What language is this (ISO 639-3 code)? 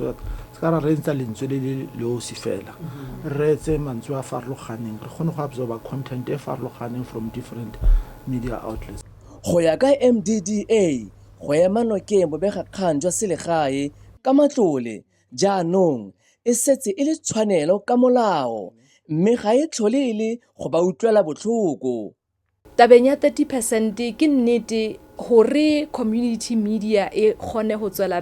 tsn